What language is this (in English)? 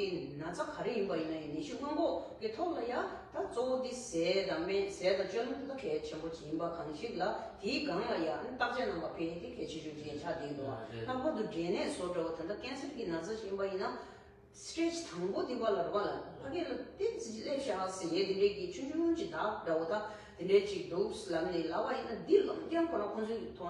Tibetan